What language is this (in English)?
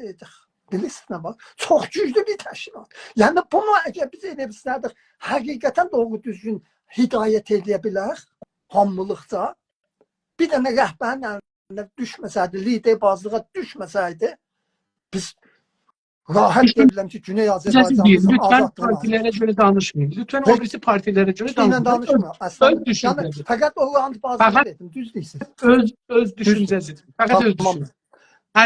South Azerbaijani